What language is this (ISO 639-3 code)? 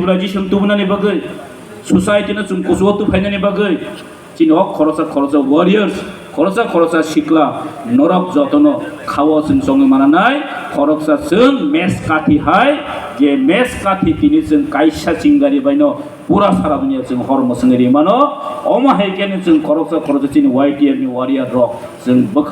trp